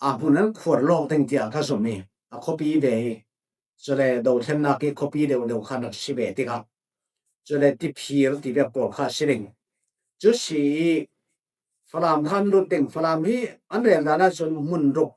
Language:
Falam Chin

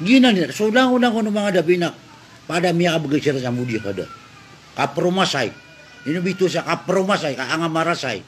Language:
Maranao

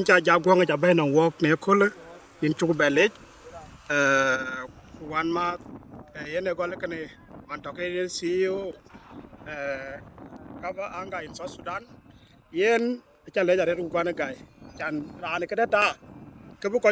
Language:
Dinka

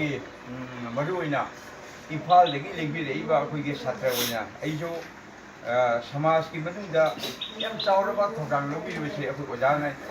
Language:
Manipuri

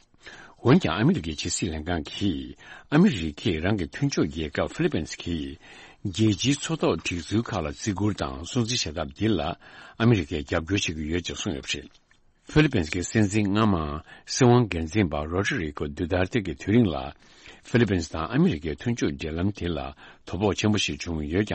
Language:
Tibetan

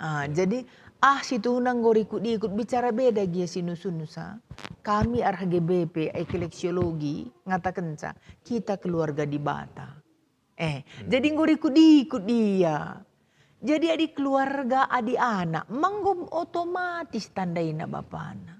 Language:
Batak Karo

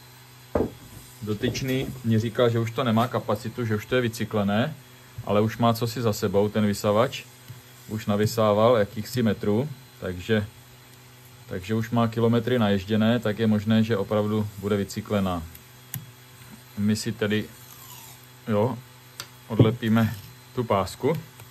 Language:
Czech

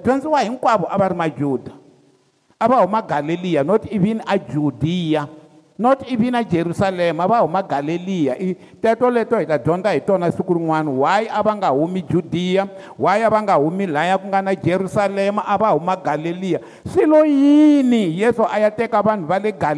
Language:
Tsonga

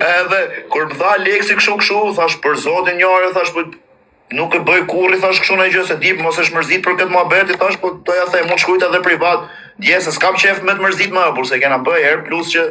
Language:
Albanian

